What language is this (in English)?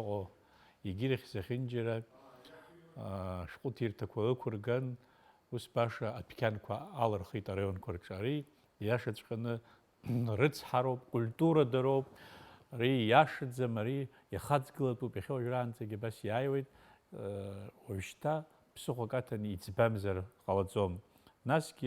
Abkhazian